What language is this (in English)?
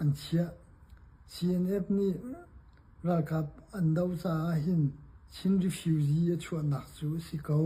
Hakha Chin